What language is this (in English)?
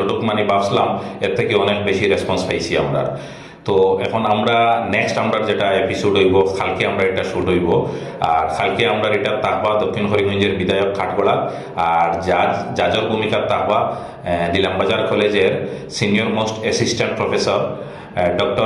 Sylheti